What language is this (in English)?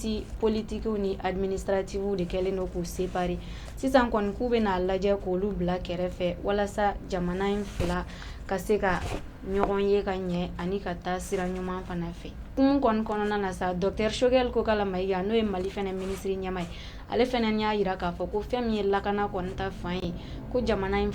Bambara